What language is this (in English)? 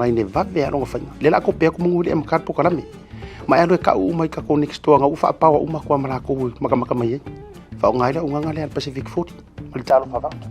Samoan